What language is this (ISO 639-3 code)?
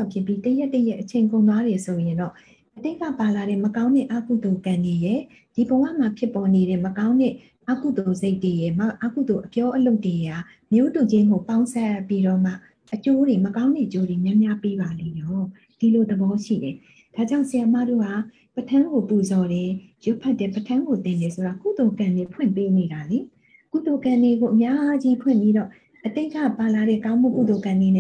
mya